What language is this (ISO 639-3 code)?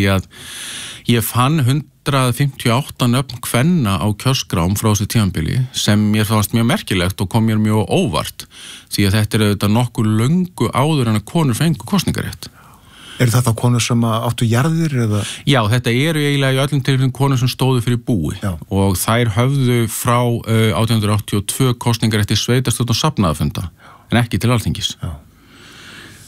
isl